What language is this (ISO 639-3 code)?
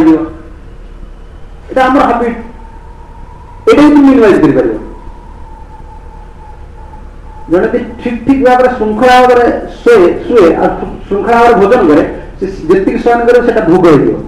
ori